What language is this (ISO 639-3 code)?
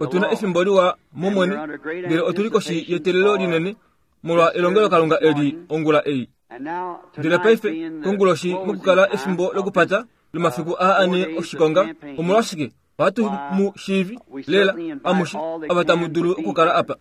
kua